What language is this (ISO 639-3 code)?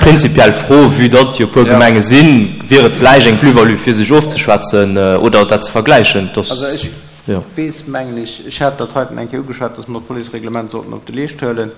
ltz